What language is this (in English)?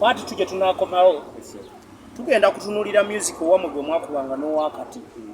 Ganda